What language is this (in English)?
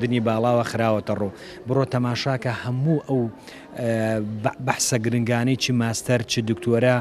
Central Kurdish